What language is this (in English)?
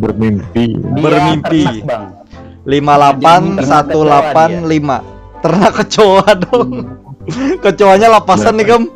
Banjar